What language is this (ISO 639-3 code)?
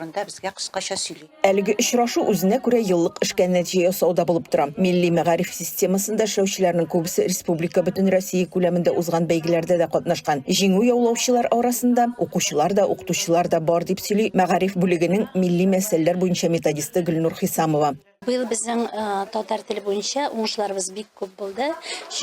tat